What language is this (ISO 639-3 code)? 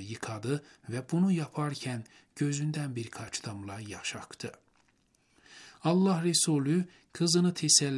tur